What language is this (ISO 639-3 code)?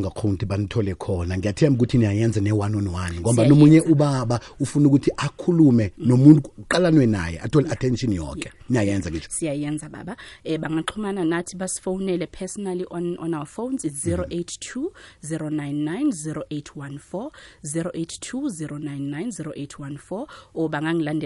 nbl